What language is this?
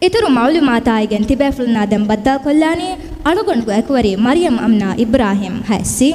Divehi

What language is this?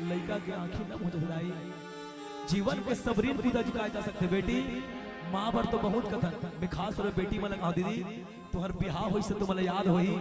Chhattisgarhi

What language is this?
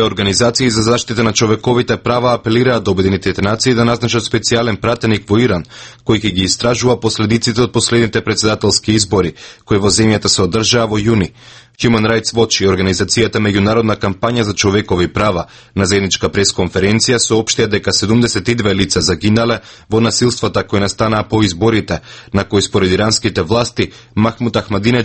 Macedonian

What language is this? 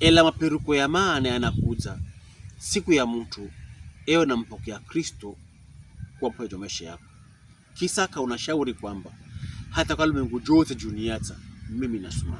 Pokomo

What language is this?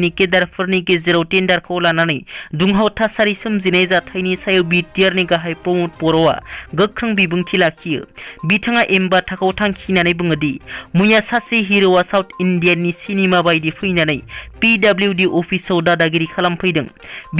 Bodo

